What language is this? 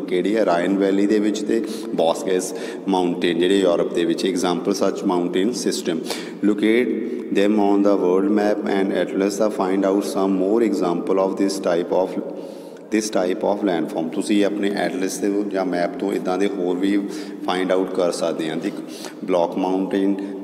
Punjabi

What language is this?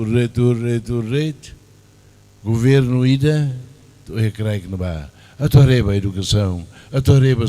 Tetum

